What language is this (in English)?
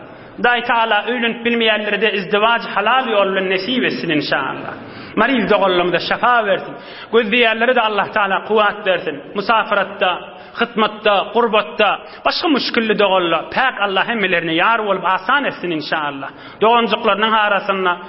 Turkmen